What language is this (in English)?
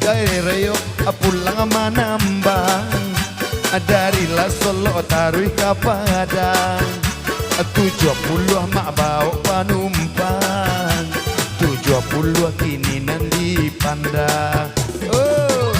Minangkabau